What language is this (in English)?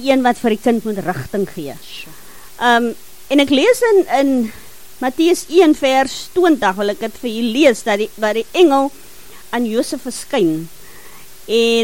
Afrikaans